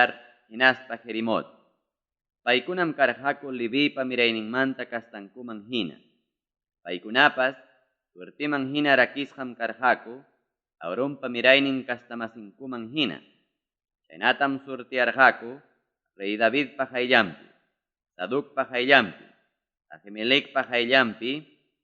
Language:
Ayacucho Quechua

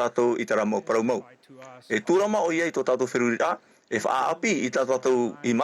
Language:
Tahitian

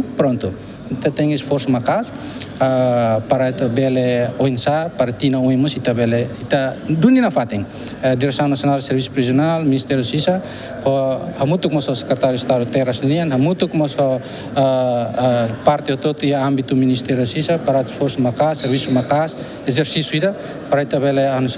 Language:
Tetum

